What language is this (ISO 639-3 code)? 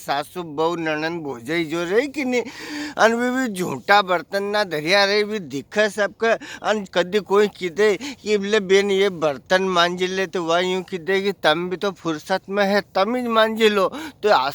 raj